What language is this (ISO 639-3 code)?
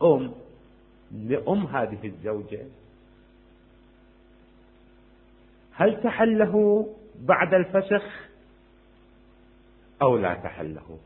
ara